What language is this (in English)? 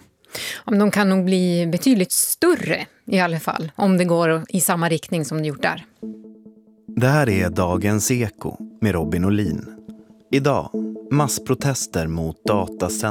Swedish